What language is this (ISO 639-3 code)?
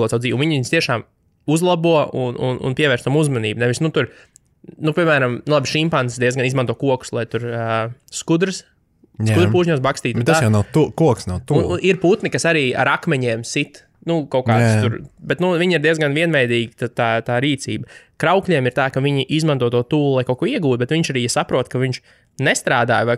lav